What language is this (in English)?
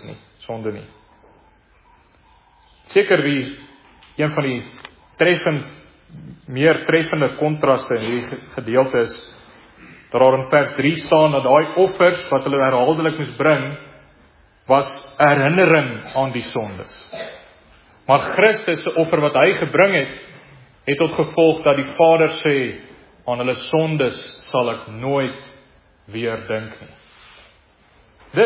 Afrikaans